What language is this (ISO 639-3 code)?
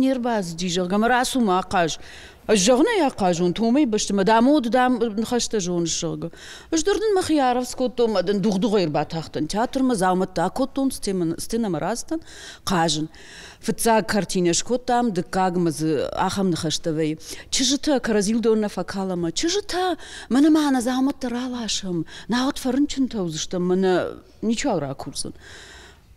oss